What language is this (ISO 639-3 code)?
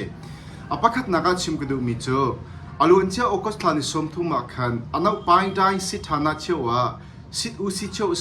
cnh